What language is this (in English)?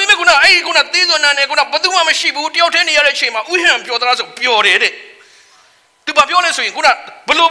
Burmese